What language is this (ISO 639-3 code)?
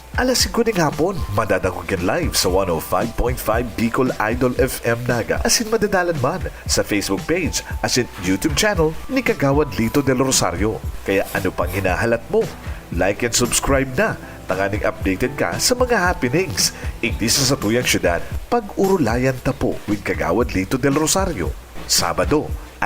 bik